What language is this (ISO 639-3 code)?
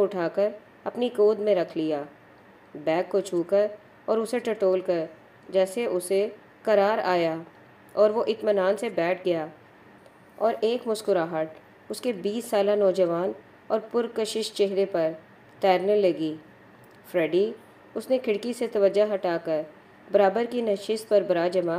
urd